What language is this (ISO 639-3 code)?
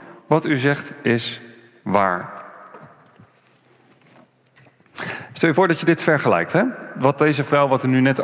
nld